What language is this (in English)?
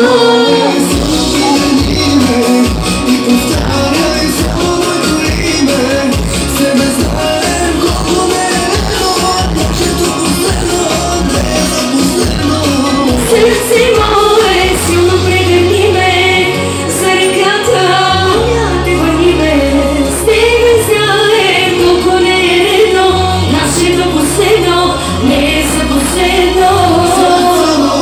Bulgarian